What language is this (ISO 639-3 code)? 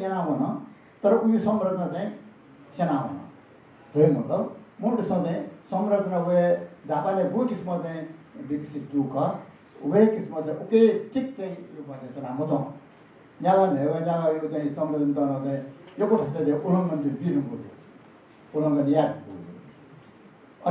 new